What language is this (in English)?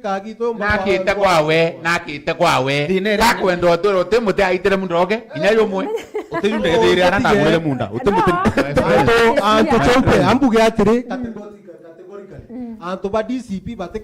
Meru